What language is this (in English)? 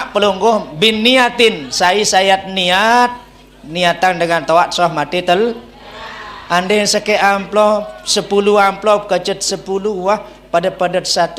Sasak